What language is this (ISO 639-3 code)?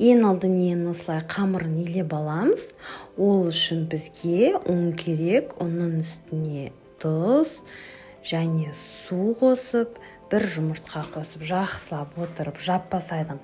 kaz